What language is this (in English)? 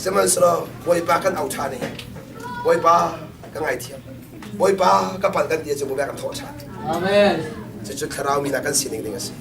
Hakha Chin